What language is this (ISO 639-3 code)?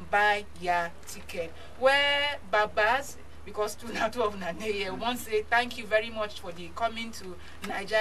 pcm